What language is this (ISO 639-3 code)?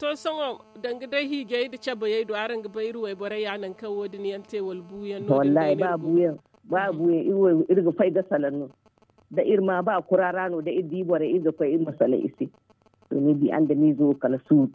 dje